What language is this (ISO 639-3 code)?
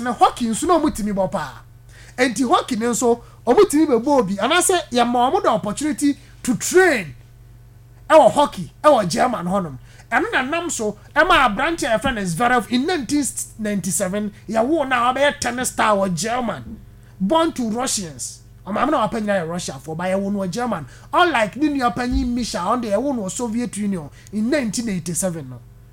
aka